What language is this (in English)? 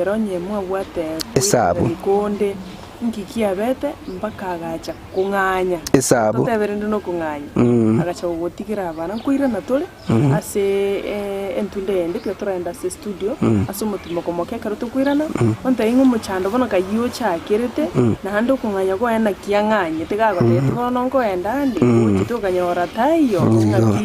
Gusii